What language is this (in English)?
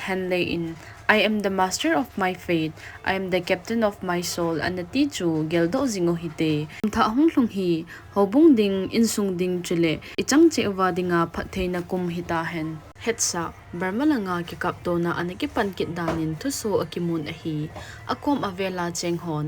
Thado Chin